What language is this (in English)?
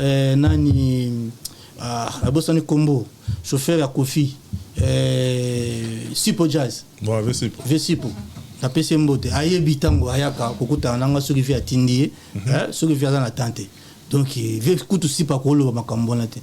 Lingala